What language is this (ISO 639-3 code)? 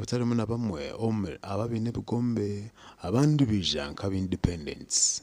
nyn